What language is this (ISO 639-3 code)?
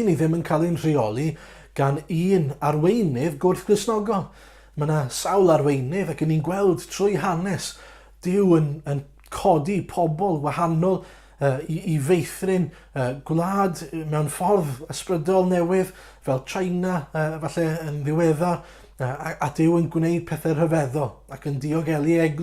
cym